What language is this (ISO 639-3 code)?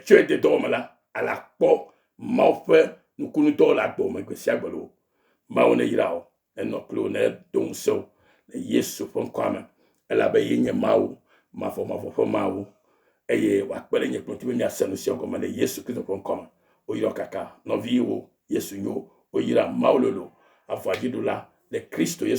ewe